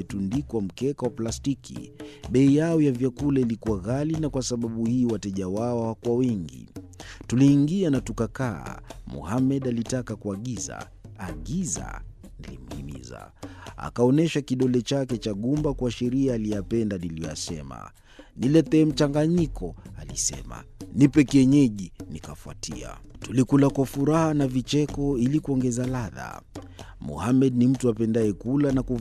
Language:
Swahili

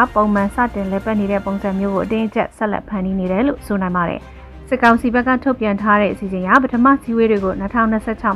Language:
Burmese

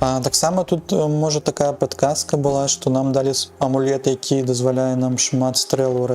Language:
Belarusian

